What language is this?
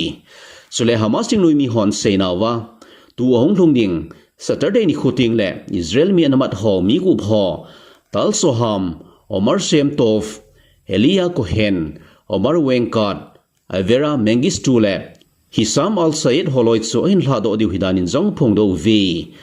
Thado Chin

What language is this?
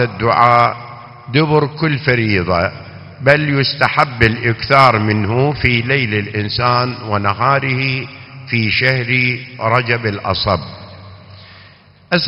Arabic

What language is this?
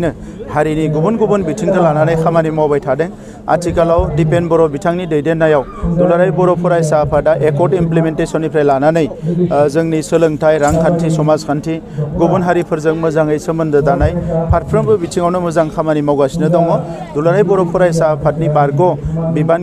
Bodo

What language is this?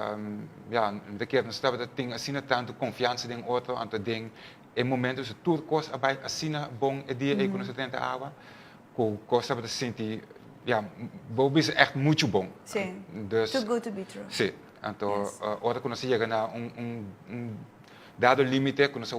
Papiamento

